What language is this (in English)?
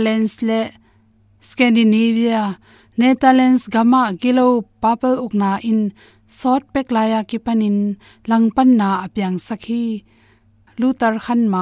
Tedim Chin